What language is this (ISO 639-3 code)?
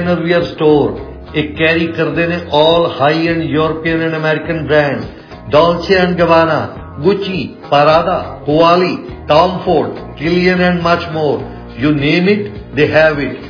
pan